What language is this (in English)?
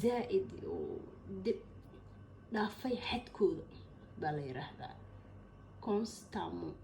Somali